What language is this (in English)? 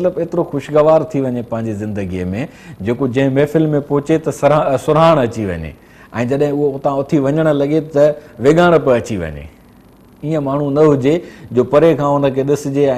Sindhi